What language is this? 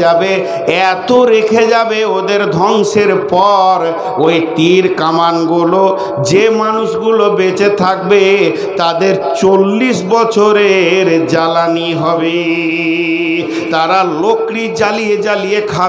Bangla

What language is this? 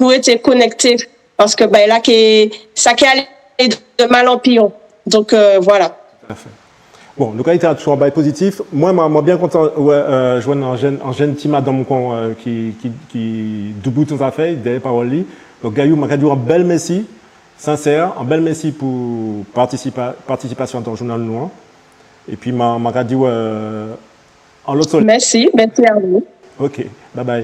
Guadeloupean Creole French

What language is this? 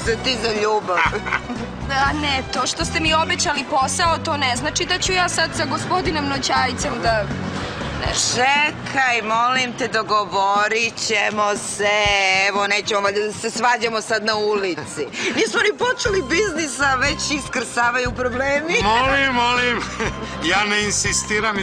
Serbian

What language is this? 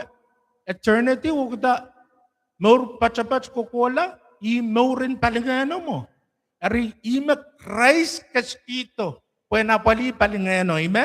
Pohnpeian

